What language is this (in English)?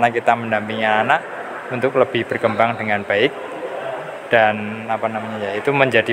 Indonesian